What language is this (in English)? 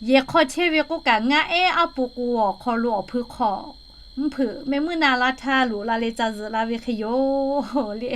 Lahu